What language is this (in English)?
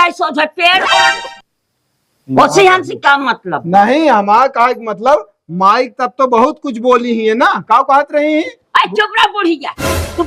Awadhi